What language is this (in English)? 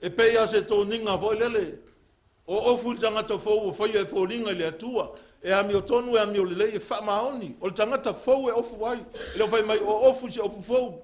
Samoan